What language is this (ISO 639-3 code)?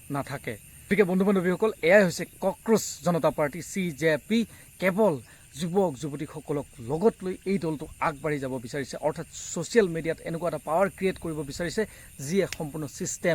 asm